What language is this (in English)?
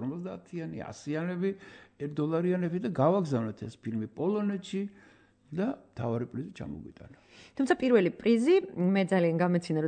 Georgian